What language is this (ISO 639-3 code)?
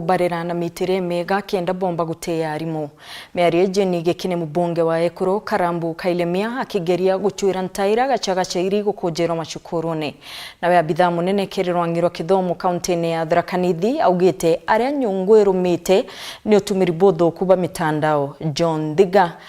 mer